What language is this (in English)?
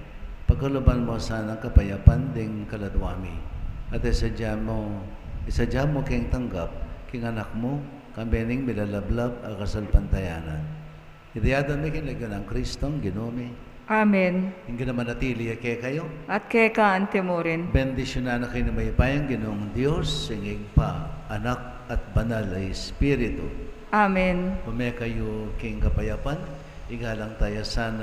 Pampanga